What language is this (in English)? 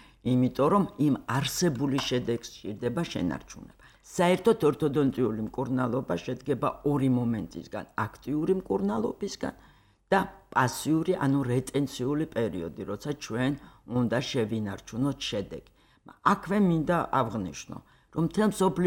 Georgian